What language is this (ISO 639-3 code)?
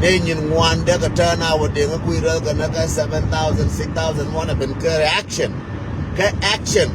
nus